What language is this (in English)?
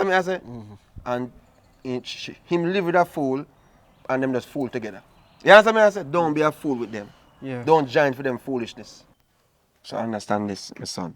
Jamaican Creole English